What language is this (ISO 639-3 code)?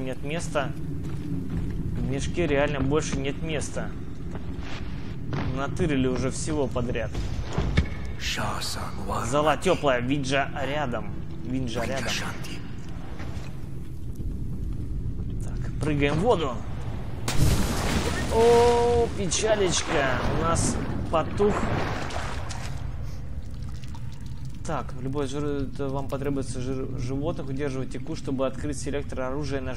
rus